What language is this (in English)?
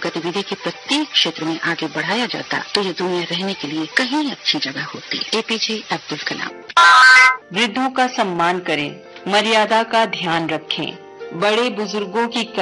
Hindi